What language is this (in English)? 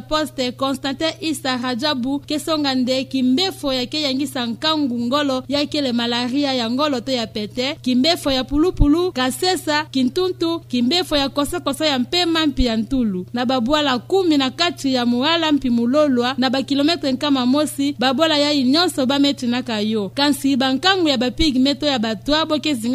Kituba (Democratic Republic of Congo)